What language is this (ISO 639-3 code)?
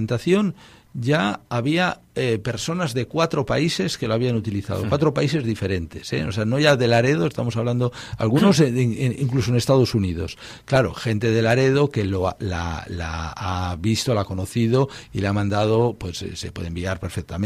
spa